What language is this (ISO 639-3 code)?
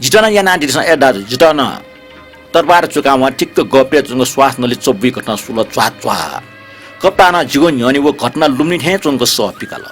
new